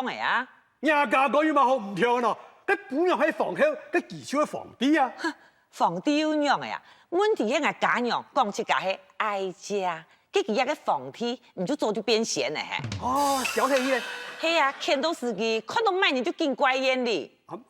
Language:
Hakka Chinese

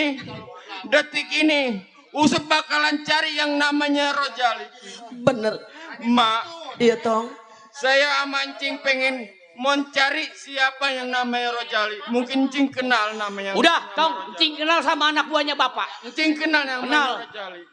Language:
Betawi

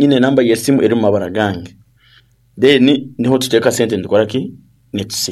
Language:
Nyankole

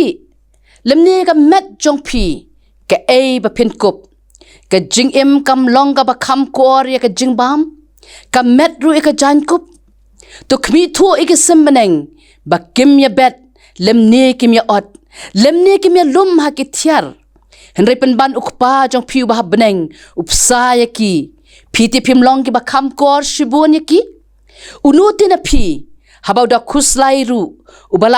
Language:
Khasi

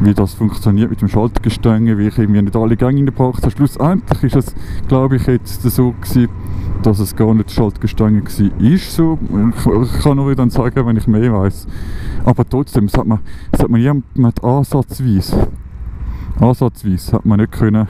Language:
Swiss German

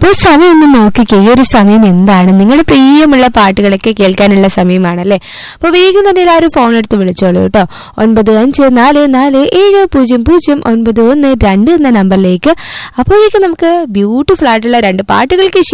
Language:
Malayalam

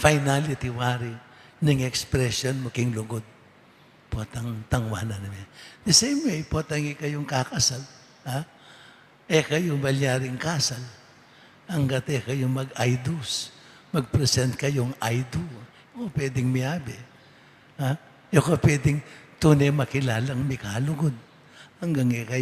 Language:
Pampanga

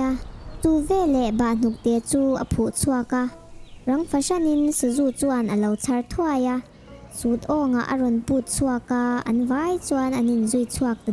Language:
Mizo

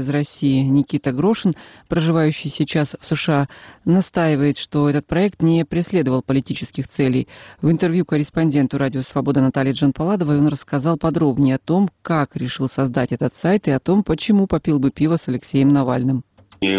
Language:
Russian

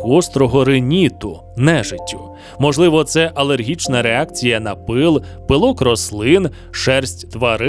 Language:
Ukrainian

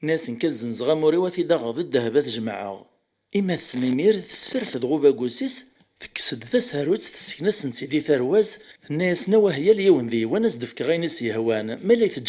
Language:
Kabyle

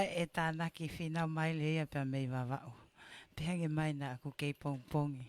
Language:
Tongan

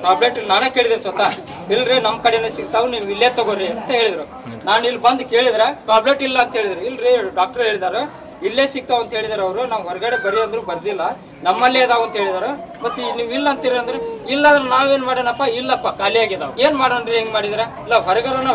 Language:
Kannada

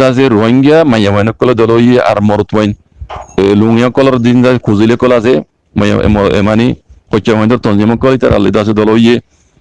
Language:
Rohingya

